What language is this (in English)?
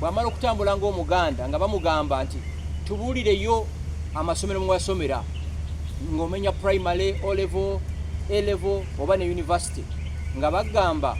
Ganda